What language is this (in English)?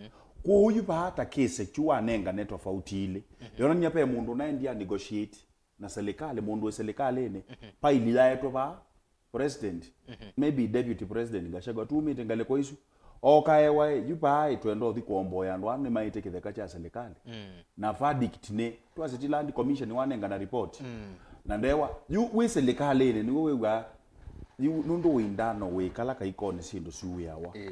Kamba